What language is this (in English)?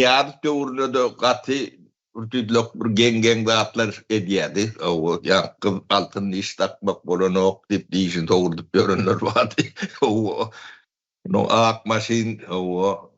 Turkmen